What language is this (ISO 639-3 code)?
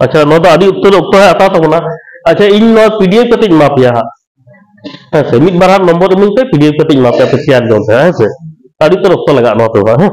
sat